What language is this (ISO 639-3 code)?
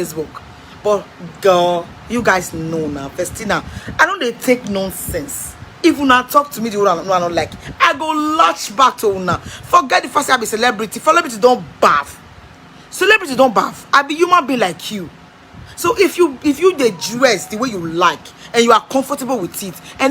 pcm